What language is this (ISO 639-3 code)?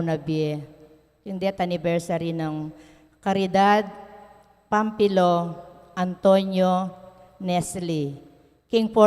pam